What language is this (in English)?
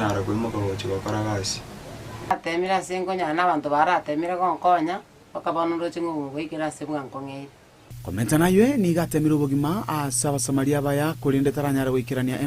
Gusii